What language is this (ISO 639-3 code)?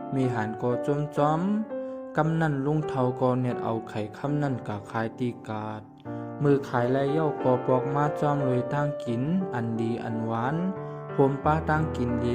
shn